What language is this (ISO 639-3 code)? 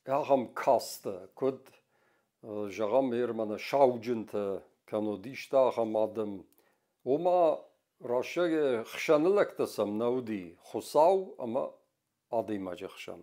oss